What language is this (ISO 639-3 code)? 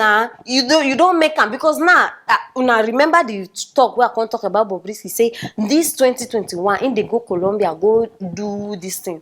pcm